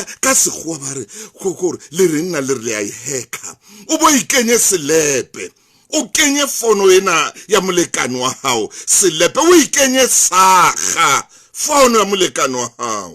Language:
Southern Sotho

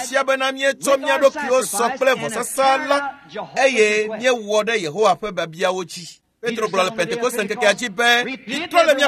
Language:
Ewe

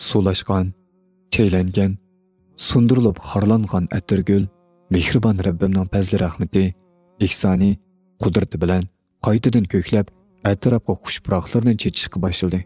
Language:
Uyghur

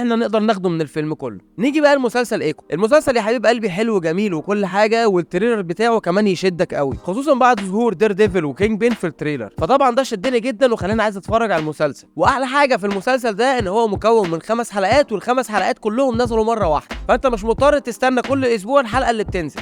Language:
Egyptian Arabic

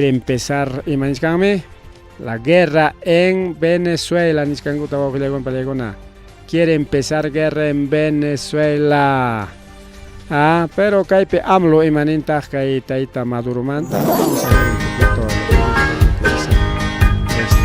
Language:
Ayacucho Quechua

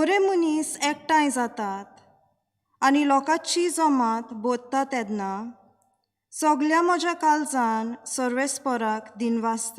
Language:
Konkani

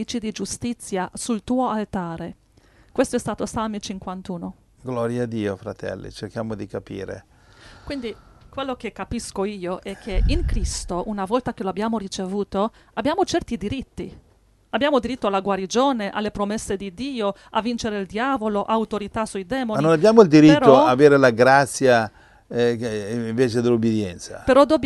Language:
Italian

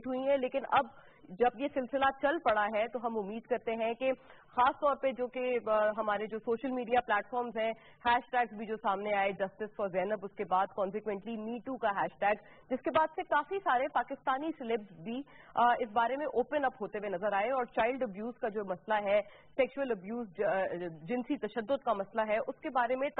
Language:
Urdu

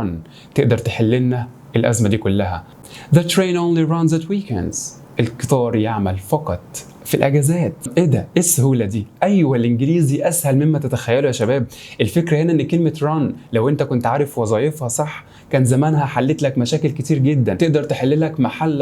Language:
Egyptian Arabic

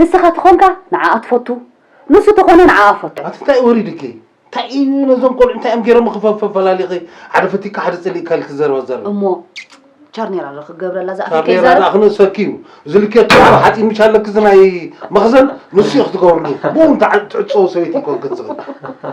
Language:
Tigrinya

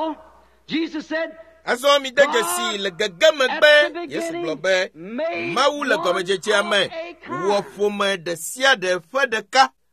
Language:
Ewe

